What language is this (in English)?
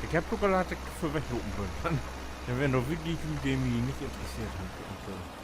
Low German